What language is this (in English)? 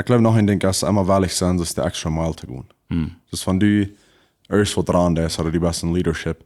Plautdietsch